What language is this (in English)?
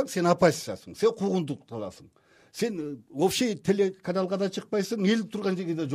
Kyrgyz